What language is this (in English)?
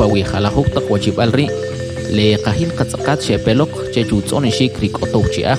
Kʼicheʼ